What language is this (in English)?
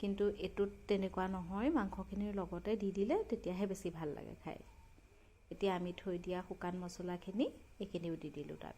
Assamese